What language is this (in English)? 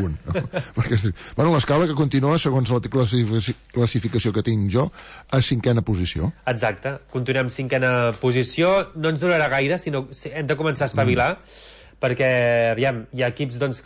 Catalan